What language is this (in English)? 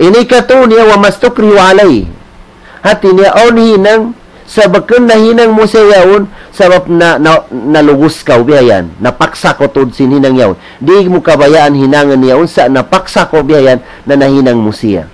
Tausug